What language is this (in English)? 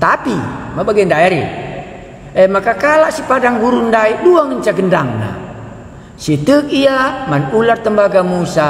Batak Karo